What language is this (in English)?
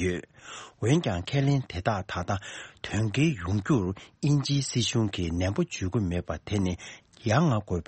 Tibetan